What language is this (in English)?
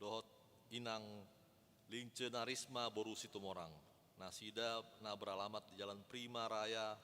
Batak Toba